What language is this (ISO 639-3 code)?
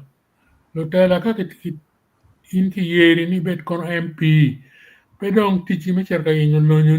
ach